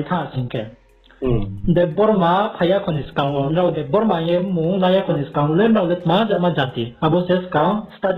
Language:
Riang (India)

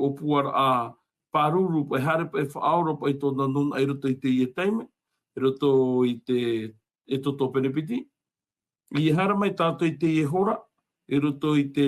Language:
Tahitian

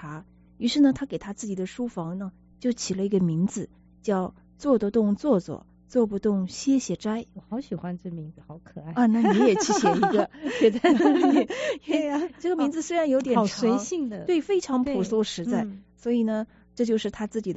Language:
Chinese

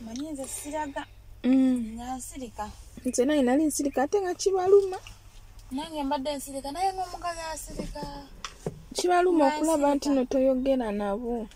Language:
Ganda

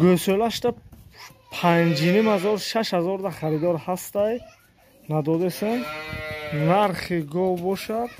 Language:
Tajik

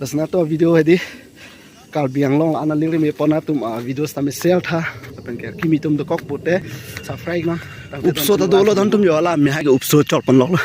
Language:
Karbi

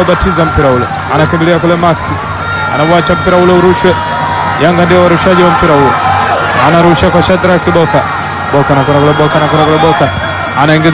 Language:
Swahili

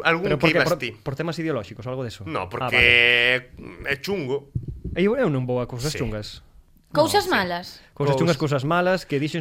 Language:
Galician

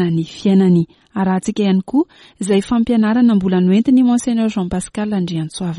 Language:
Malagasy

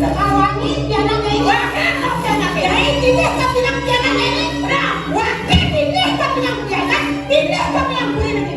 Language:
Balinese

